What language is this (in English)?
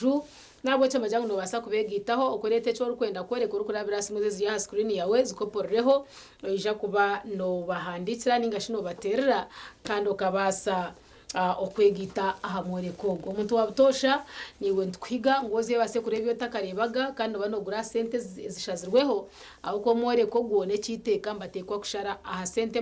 Nyankole